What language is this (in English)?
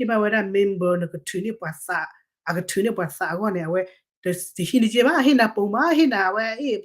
S'gaw Karen